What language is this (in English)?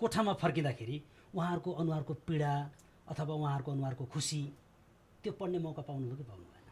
Nepali